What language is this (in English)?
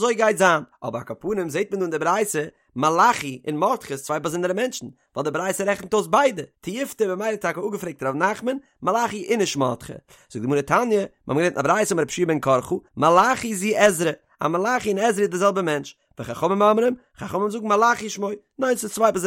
Yiddish